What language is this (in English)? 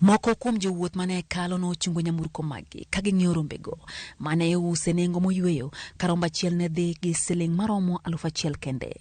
Luo (Kenya and Tanzania)